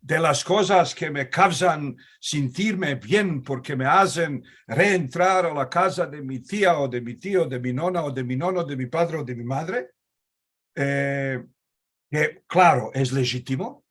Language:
Ladino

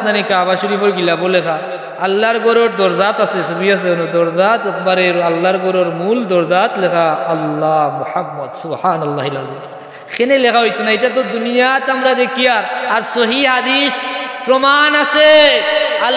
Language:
Sylheti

